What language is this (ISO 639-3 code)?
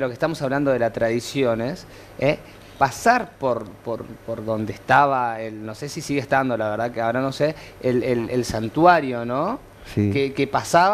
spa